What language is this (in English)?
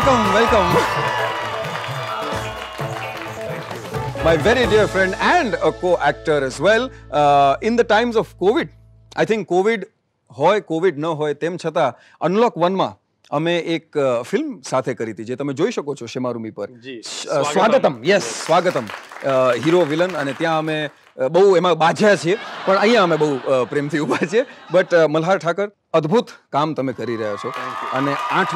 Gujarati